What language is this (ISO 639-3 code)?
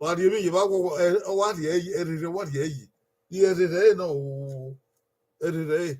bin